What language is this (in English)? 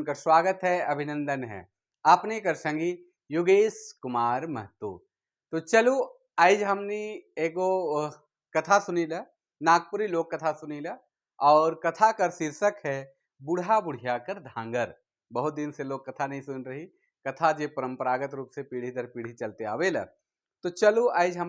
Sadri